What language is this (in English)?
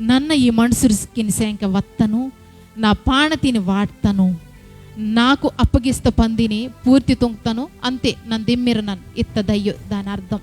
Koya